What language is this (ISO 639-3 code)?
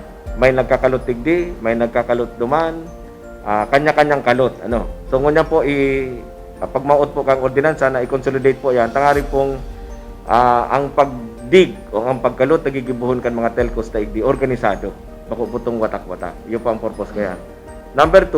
bik